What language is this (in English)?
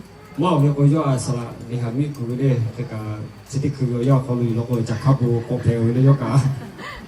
Lahu